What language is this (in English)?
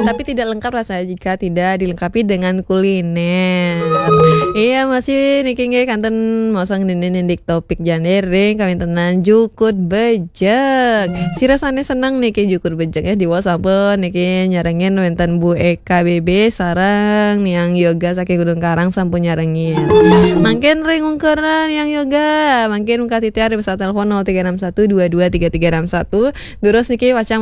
Balinese